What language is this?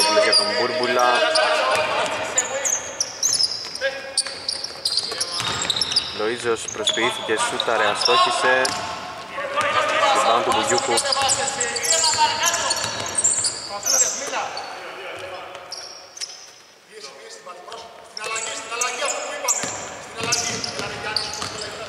Greek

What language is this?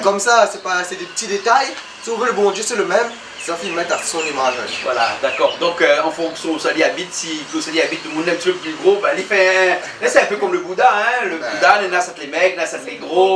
Réunion Creole French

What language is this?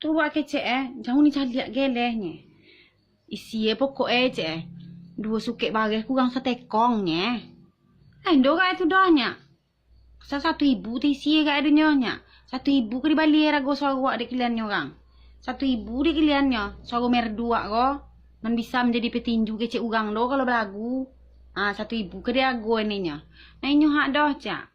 Minangkabau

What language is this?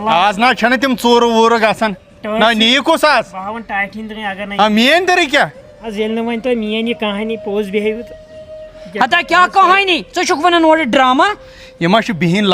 Kashmiri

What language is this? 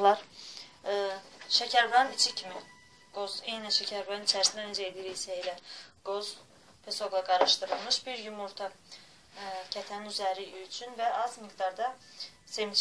Azerbaijani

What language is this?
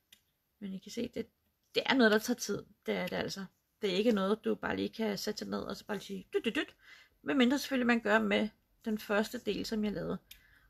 Danish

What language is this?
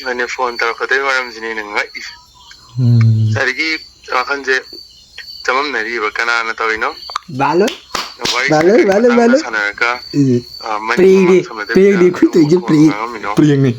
Manipuri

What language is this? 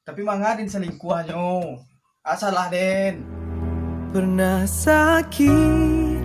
Minangkabau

